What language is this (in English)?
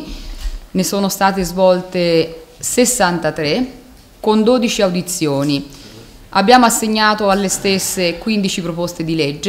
Italian